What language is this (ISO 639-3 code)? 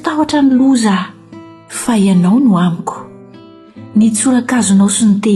mlg